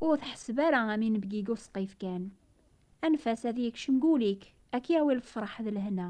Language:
Kabyle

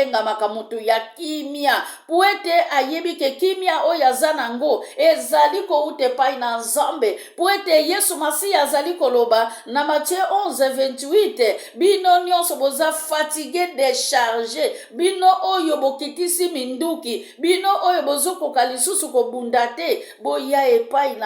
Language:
Lingala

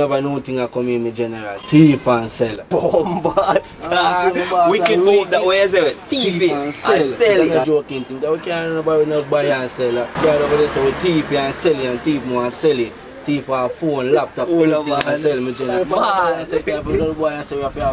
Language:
Jamaican Creole English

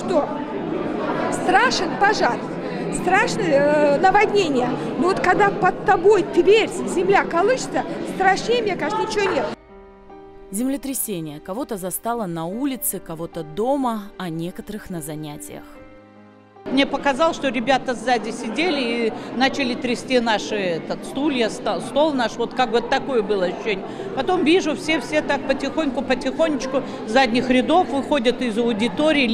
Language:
Russian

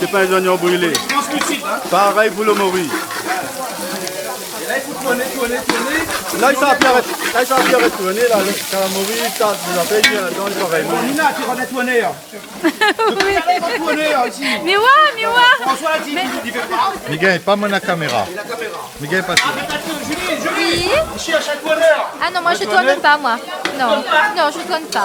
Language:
Réunion Creole French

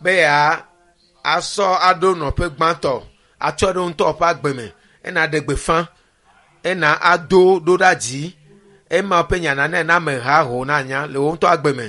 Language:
Ewe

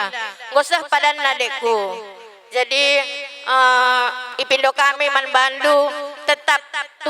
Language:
Batak Karo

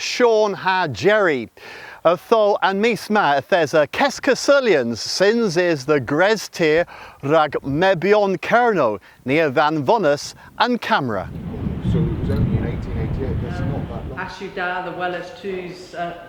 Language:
Cornish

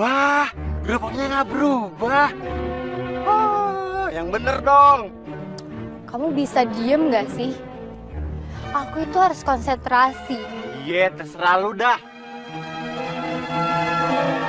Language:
Indonesian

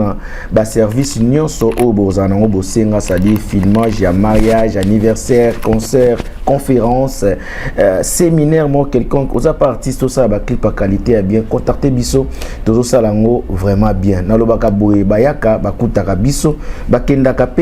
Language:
Lingala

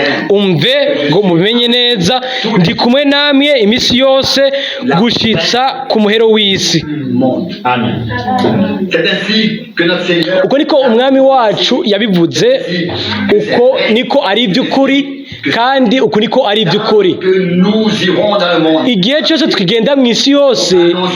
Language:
Rundi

